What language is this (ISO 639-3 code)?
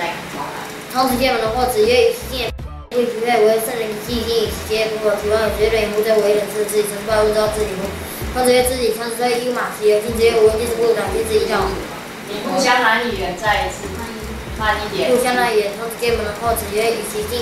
lzh